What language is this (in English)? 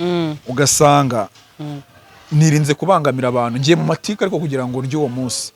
Kinyarwanda